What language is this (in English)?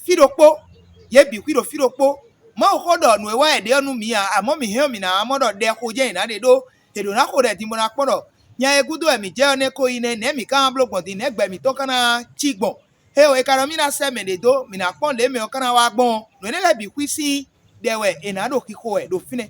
Fon